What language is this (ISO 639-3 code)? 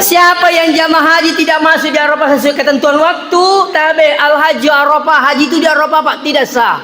bug